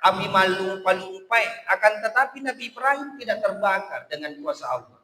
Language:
Buginese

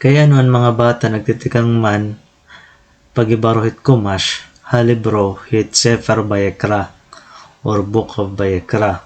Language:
Waray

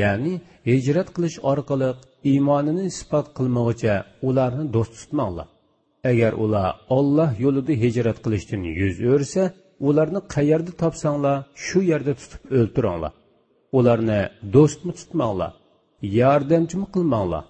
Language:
Uyghur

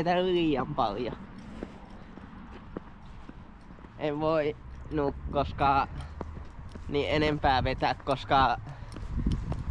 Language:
Finnish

